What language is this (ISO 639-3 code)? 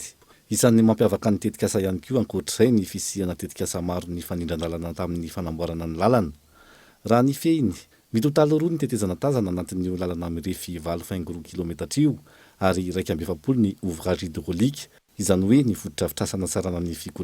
mlg